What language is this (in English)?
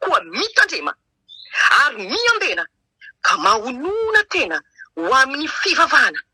Malagasy